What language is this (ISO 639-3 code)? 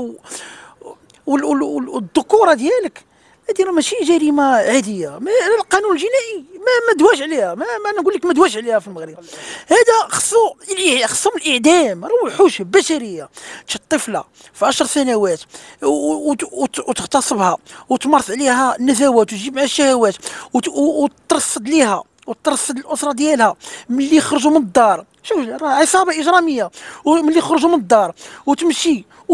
ary